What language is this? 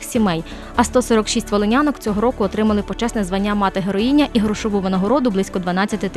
Ukrainian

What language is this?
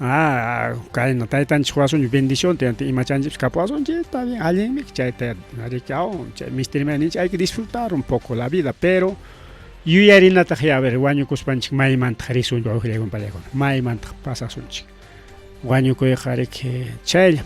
Ayacucho Quechua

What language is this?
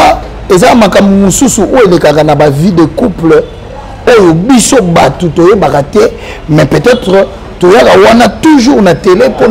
Lingala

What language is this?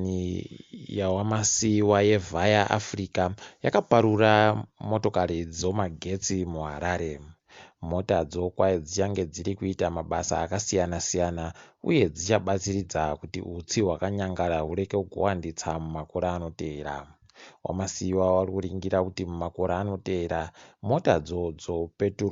Ndau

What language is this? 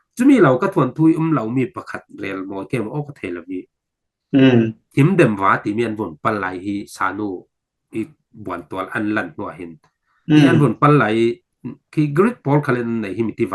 Falam Chin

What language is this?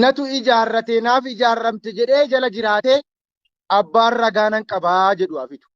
Oromo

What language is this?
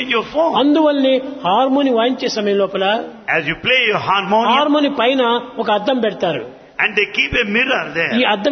Telugu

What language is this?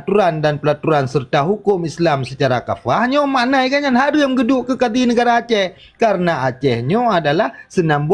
Achinese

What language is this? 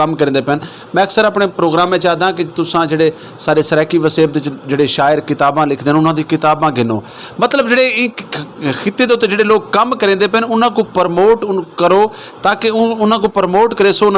Saraiki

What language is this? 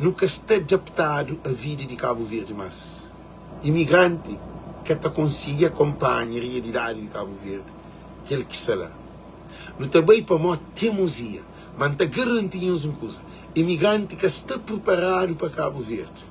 Kabuverdianu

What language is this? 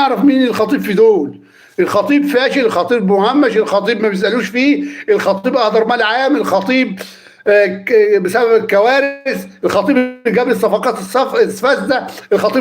Egyptian Arabic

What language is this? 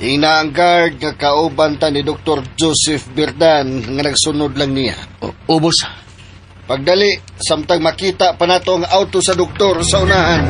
Cebuano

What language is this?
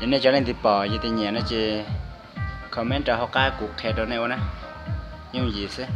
Hmong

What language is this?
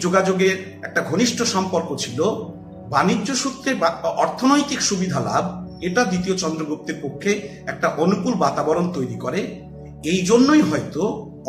Bangla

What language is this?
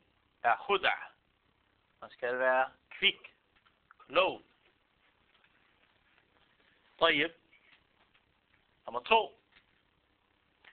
Danish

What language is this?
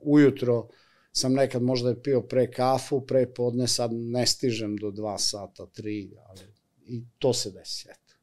Serbian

